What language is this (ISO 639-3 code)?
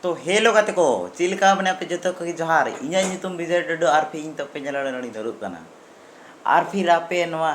sat